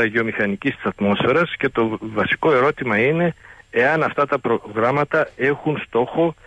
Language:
Greek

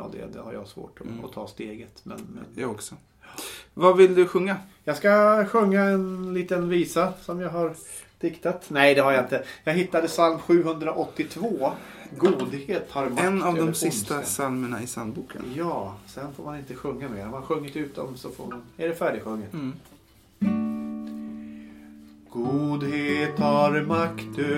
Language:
Swedish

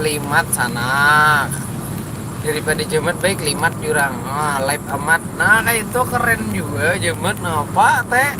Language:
Banjar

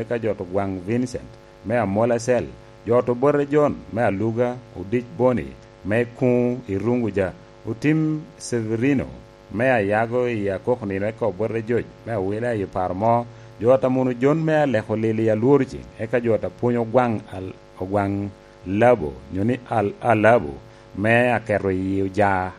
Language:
Lango (Uganda)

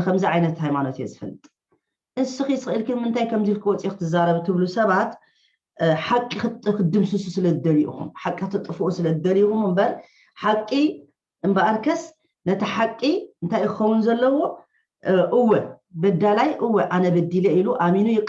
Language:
Tigrinya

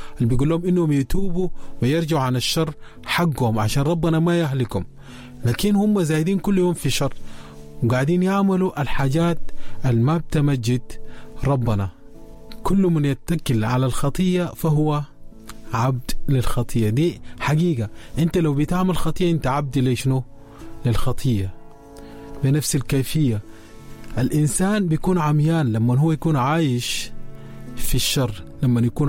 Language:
Sudanese Arabic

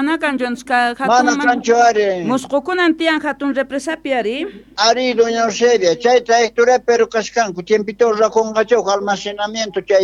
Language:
South Bolivian Quechua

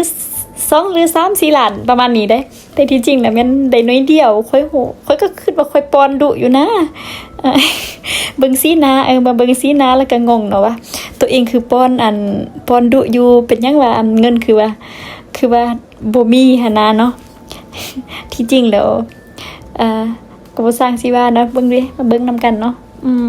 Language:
Lao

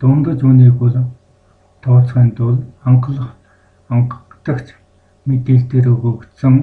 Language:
Mongolian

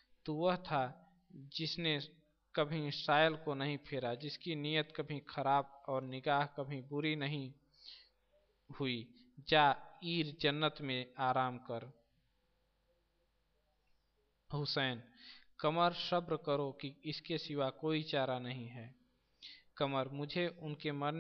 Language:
Hindi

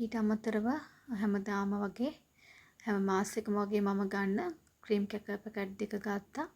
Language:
Sinhala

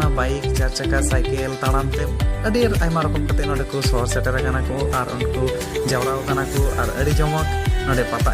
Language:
Santali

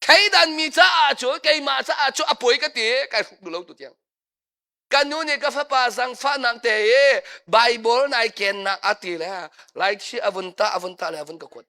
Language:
Hakha Chin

